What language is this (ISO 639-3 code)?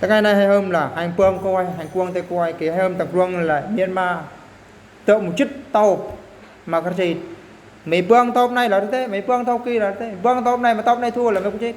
bru